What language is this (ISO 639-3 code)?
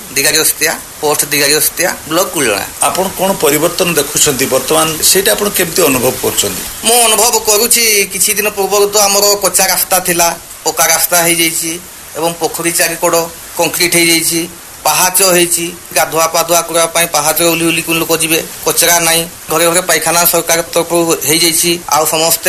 ori